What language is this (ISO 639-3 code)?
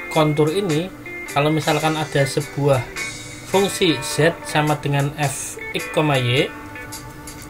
ind